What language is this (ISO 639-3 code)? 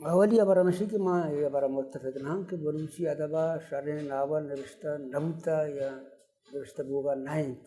bal